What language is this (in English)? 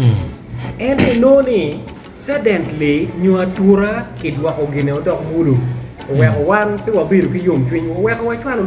Acoli